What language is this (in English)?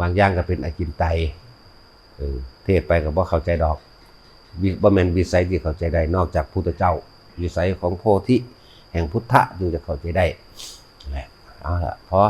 Northeastern Thai